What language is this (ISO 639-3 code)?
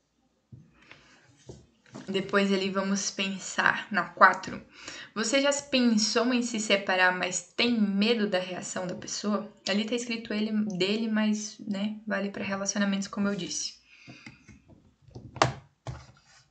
por